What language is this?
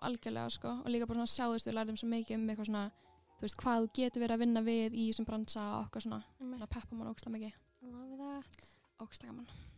Icelandic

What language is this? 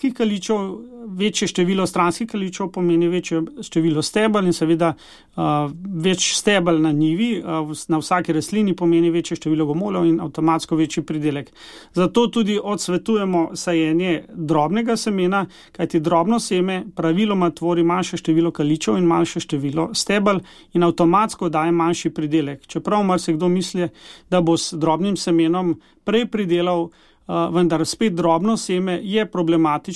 Slovenian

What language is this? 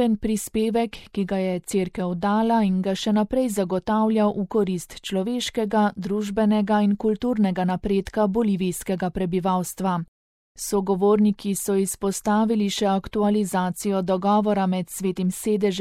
Slovenian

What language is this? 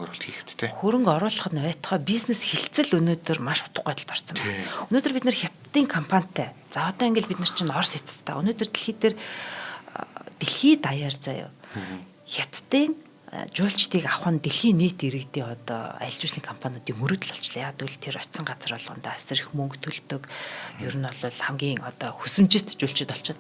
Mongolian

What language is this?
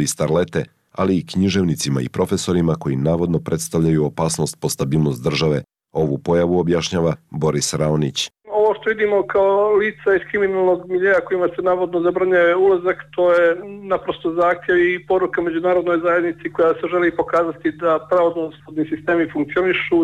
Serbian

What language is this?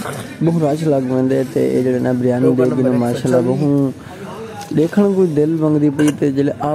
Saraiki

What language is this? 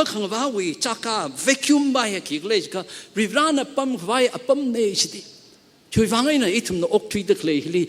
Tangkhul Naga (India)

